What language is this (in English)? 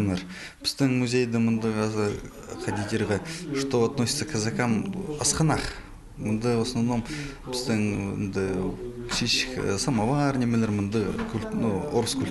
Khakas